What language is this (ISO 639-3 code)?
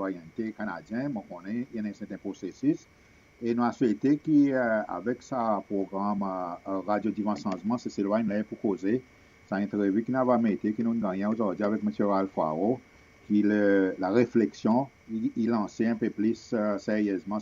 crs